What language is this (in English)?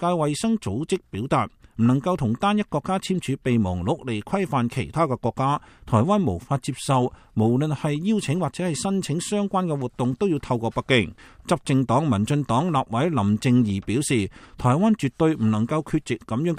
Cantonese